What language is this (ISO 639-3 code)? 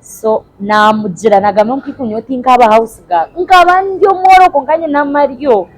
nyn